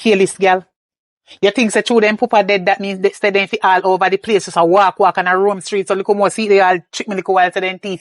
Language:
Jamaican Creole English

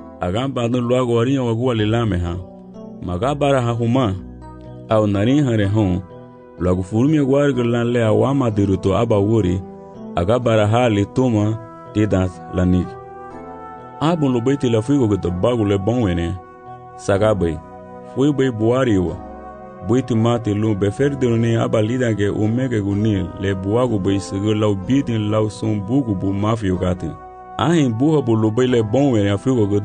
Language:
Garifuna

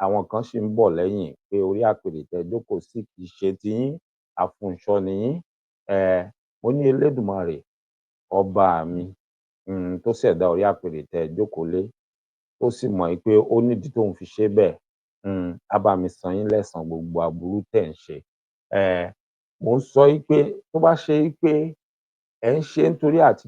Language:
Yoruba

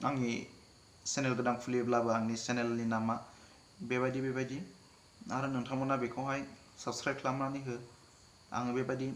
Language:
Bodo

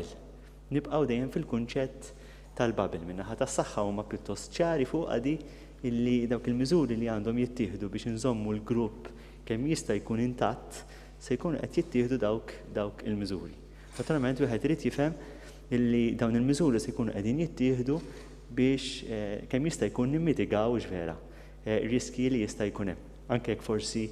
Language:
Maltese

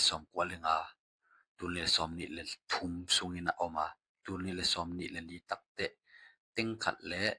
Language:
Tedim Chin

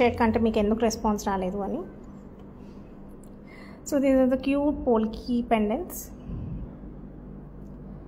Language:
Telugu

